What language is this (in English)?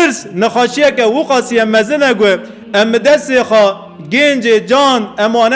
Kurdish